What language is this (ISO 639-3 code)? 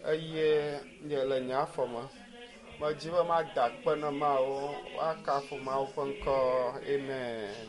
ewe